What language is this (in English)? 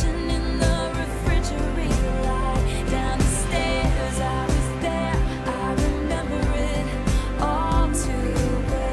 English